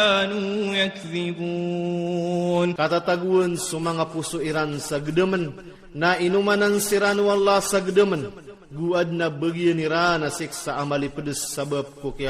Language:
Maranao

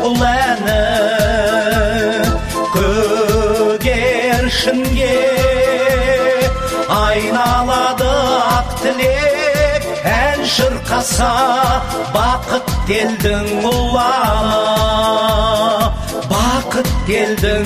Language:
Kazakh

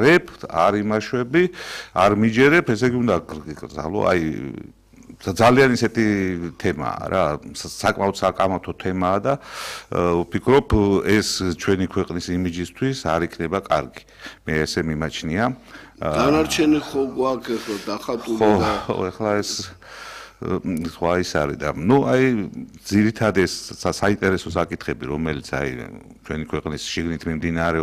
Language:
Georgian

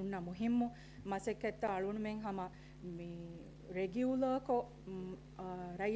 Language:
Divehi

